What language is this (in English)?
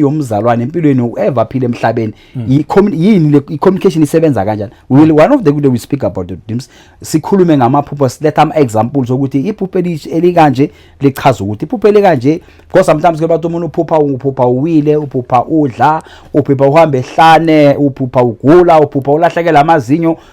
Zulu